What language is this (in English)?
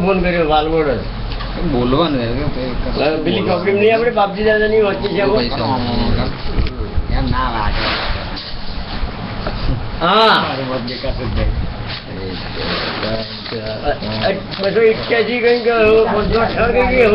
Gujarati